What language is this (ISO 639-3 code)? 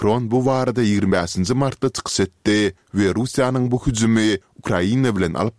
tuk